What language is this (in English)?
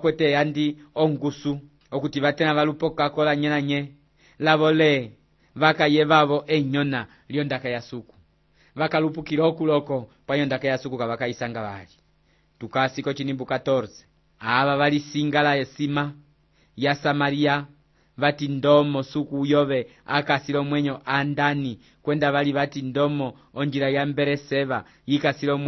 Umbundu